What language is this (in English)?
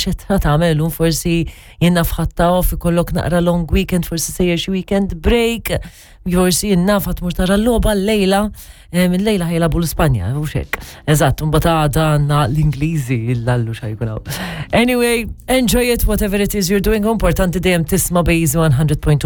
Maltese